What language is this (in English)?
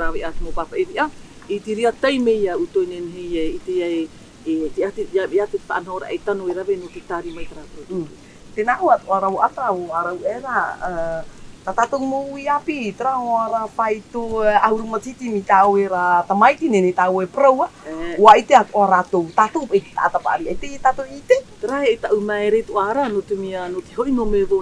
Tahitian